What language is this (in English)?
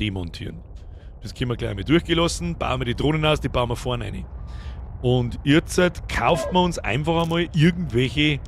Bavarian